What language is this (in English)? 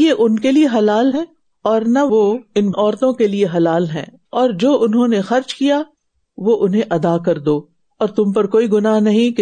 Urdu